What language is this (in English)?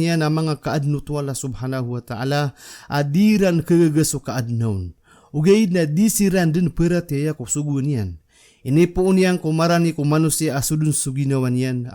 Maranao